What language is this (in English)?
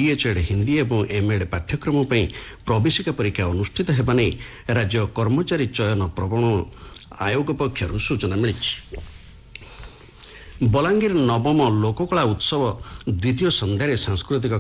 Odia